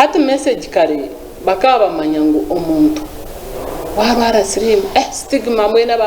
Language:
Nyankole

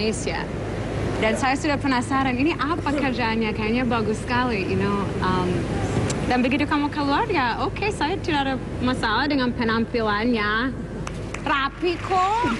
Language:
Indonesian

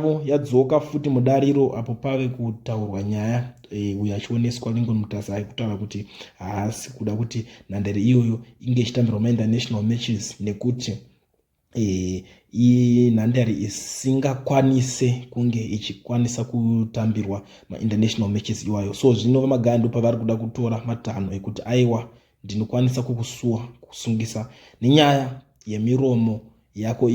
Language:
Shona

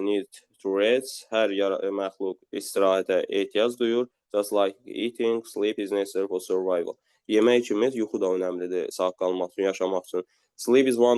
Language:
Azerbaijani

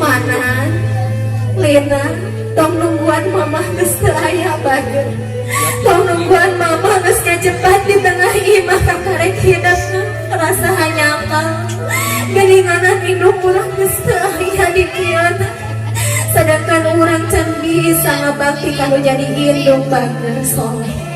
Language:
Sundanese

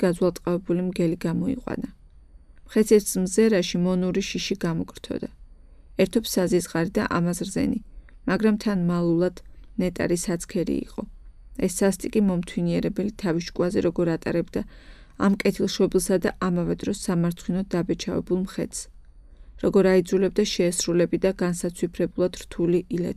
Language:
Georgian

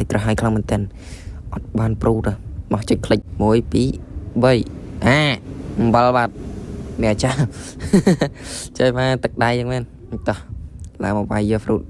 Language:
Khmer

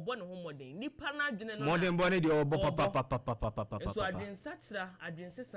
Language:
Akan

